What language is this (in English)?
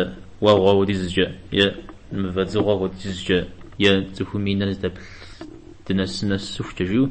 Kabardian